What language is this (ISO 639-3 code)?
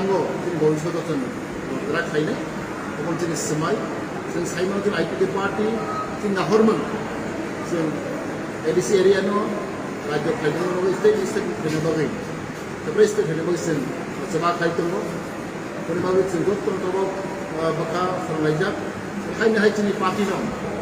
trp